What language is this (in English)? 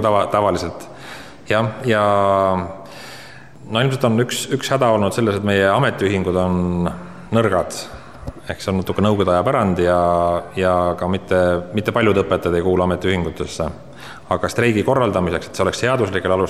Estonian